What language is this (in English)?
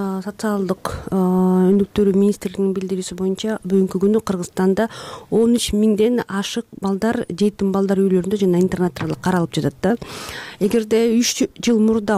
Kyrgyz